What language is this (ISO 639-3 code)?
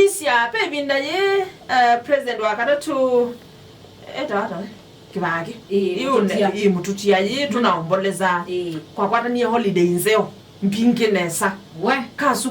kam